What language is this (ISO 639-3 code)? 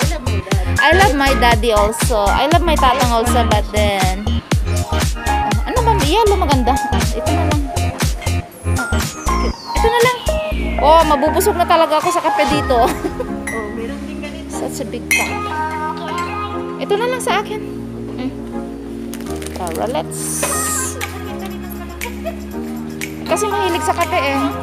fil